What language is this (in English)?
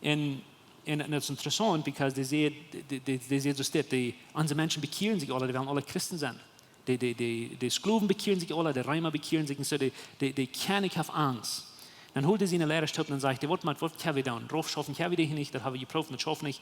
Plautdietsch